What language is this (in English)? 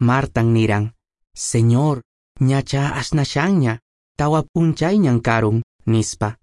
Quechua